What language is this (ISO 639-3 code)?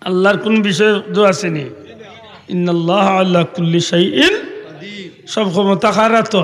syl